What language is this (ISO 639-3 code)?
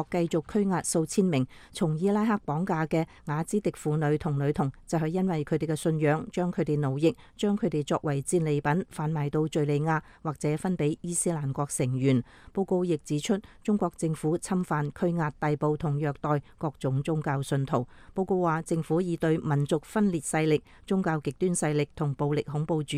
yue